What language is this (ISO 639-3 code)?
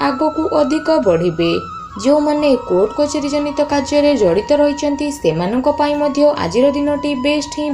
ori